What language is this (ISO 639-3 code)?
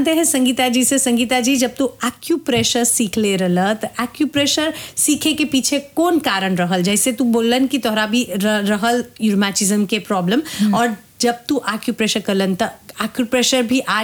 bho